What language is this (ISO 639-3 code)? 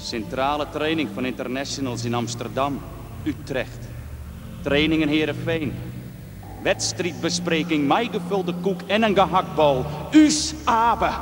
fry